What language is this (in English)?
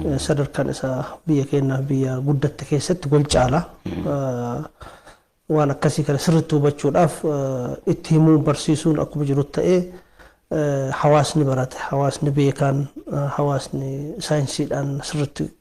Oromo